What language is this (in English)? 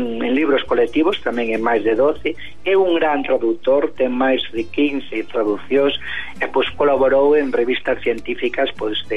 Galician